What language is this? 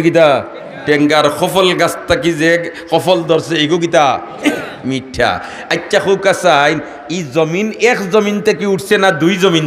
Sylheti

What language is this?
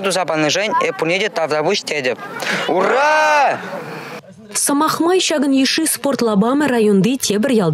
Chuvash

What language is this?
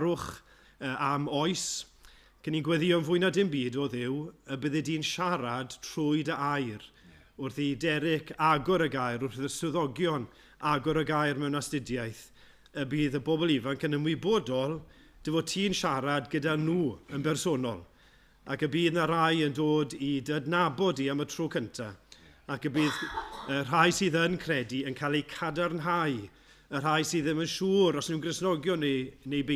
Welsh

